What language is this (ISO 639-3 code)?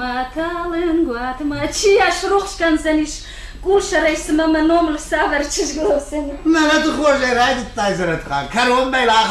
oss